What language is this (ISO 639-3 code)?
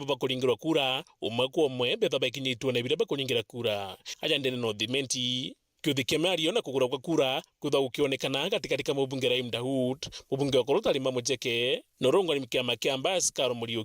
mer